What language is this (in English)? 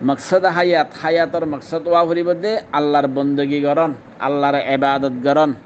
Rohingya